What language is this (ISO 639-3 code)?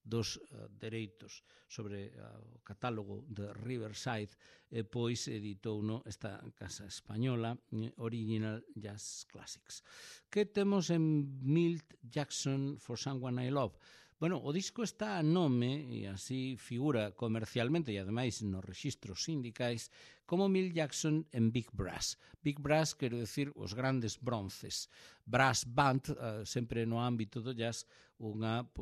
glg